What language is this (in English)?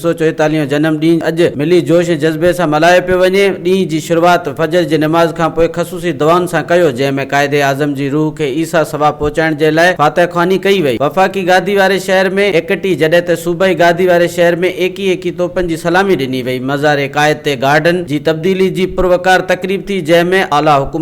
Sindhi